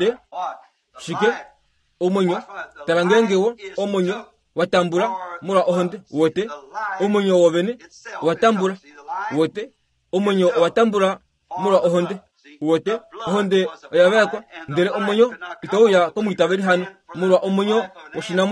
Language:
Kuanyama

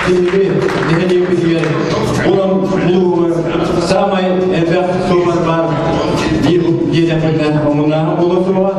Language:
Yakut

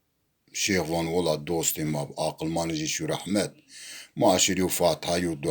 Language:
Zaza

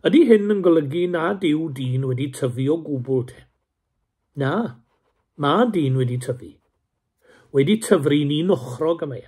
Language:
Welsh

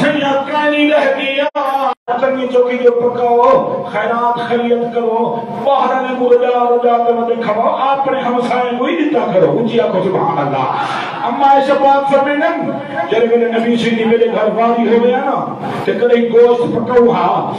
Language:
Saraiki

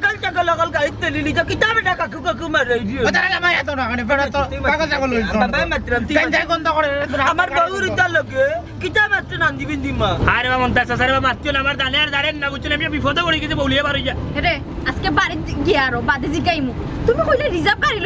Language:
Sylheti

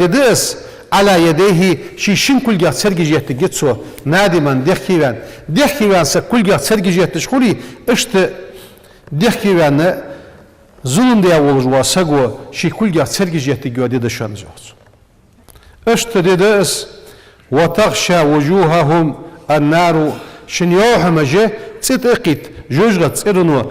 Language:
Ingush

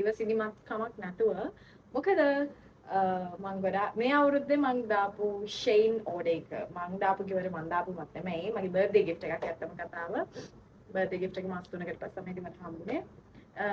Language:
Sinhala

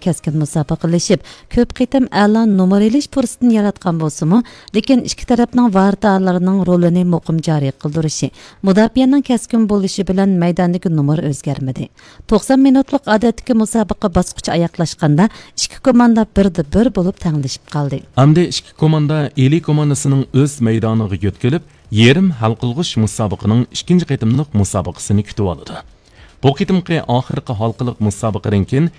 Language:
Uyghur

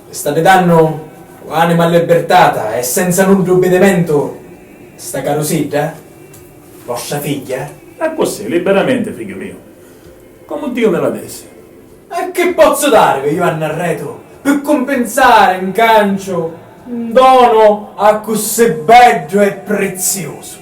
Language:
Sicilian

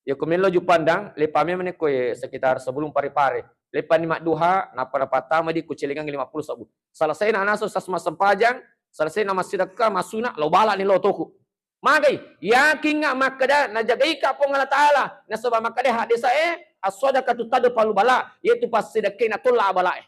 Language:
Buginese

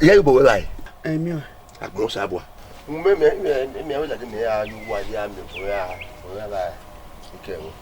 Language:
Bini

